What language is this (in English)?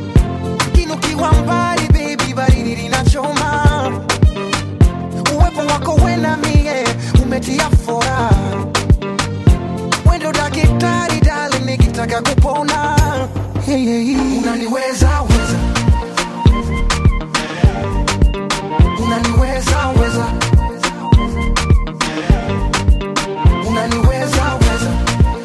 Swahili